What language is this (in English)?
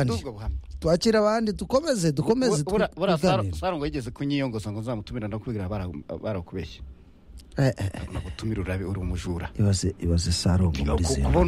Kinyarwanda